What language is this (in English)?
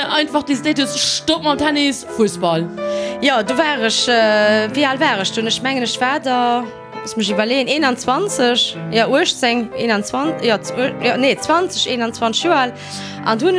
Luxembourgish